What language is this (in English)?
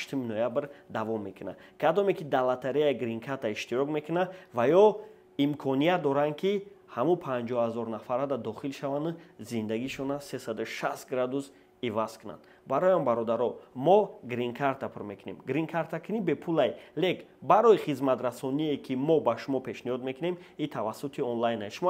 Tajik